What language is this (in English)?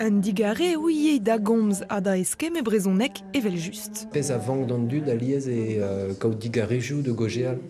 Breton